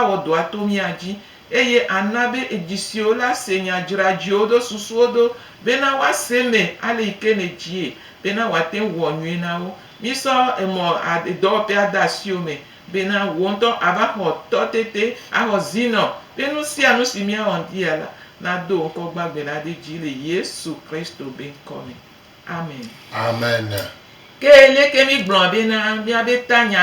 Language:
Gen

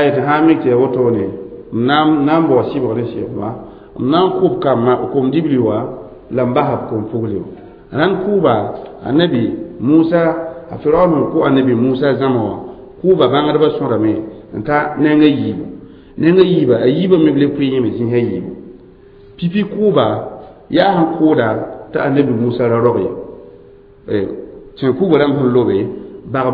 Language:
Mossi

